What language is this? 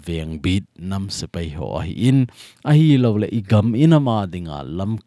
Thado Chin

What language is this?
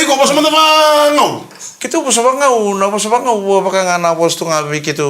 Fijian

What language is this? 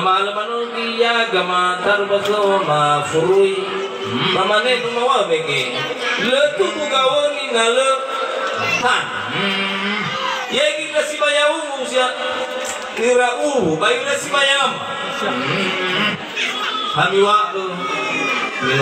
Nias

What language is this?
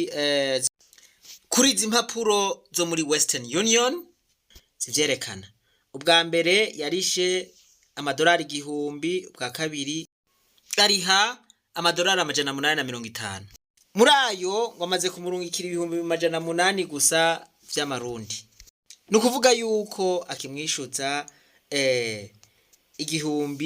Rundi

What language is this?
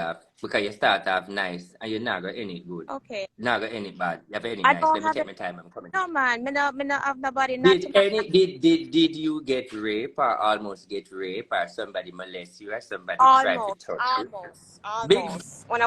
Jamaican Creole English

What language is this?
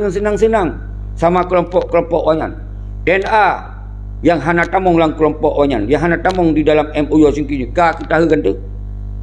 Achinese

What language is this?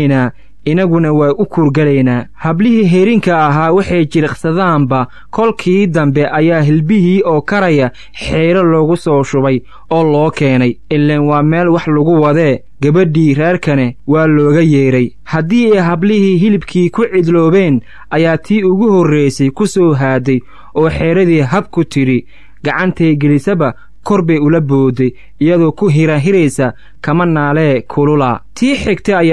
Somali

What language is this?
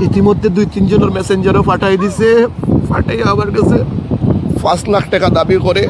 Sylheti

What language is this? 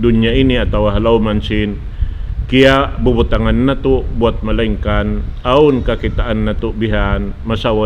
Tausug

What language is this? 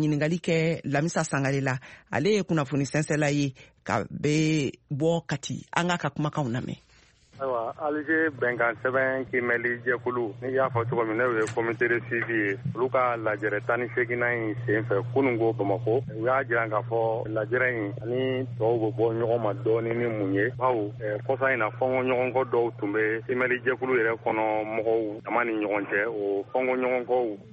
Bambara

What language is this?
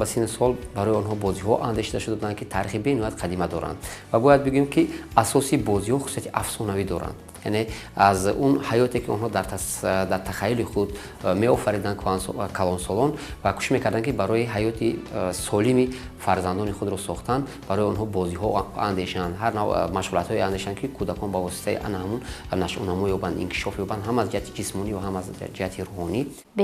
Tajik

